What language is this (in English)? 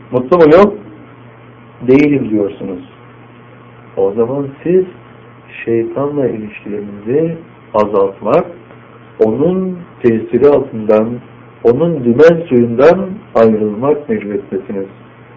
Turkish